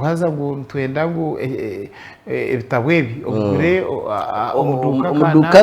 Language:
Nyankole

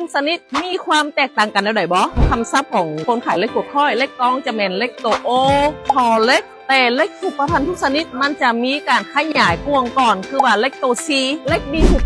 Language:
Lao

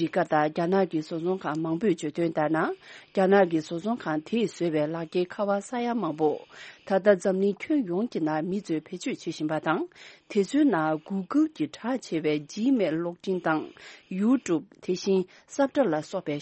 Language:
Tibetan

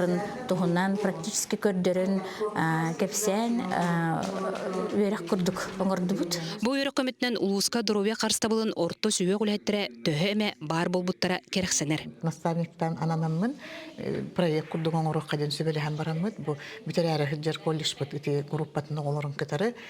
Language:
Yakut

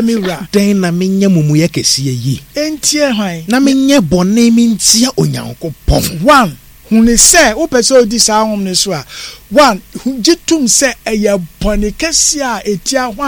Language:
Akan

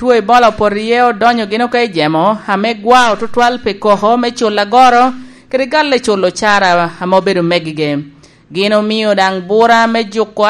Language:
Lango (Uganda)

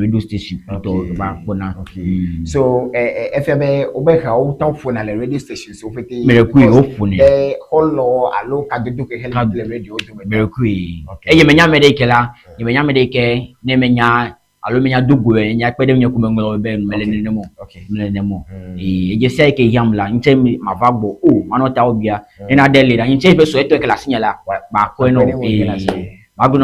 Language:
Ewe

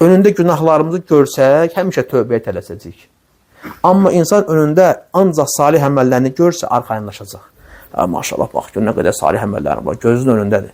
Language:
Azerbaijani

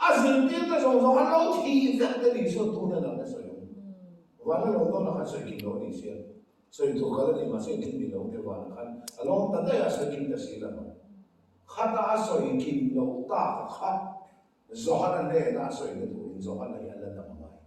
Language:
Mizo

